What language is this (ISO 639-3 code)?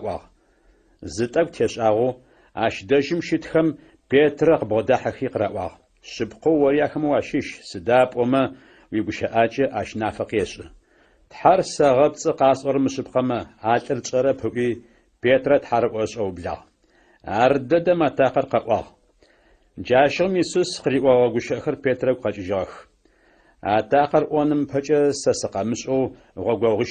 ady